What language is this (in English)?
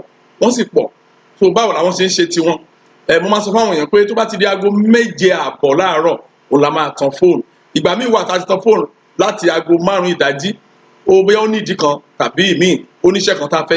Yoruba